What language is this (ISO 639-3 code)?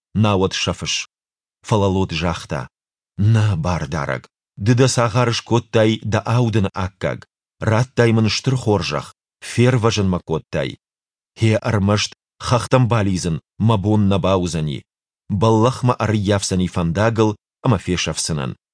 oss